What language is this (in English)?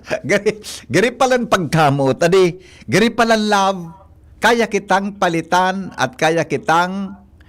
Bikol